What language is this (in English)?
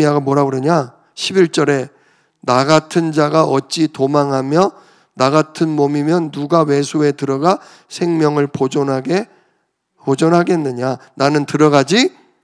Korean